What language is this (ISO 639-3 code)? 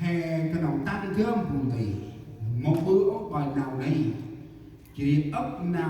cmo